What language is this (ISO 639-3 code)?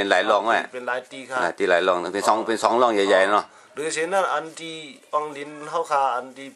shn